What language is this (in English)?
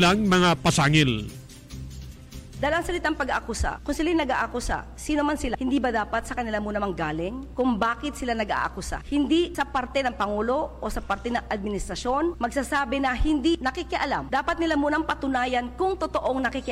Filipino